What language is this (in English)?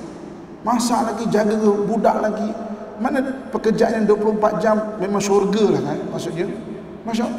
Malay